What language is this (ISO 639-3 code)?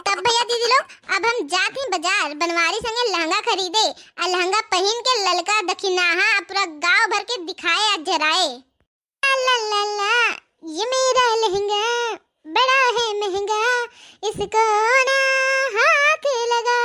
bho